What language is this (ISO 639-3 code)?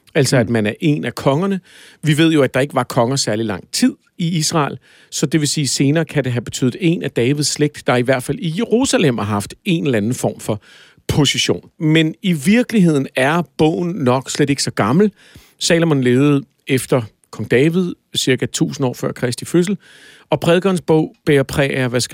dan